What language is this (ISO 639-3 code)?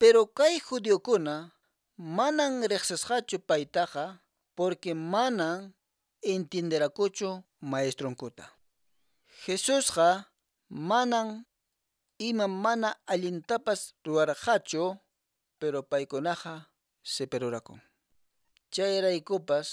que